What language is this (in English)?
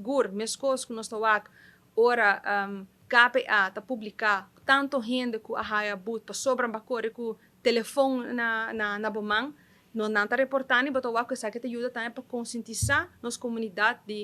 Papiamento